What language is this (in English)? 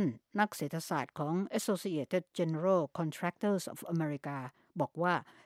Thai